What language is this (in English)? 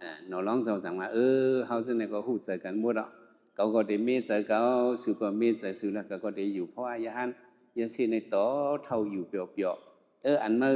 Shan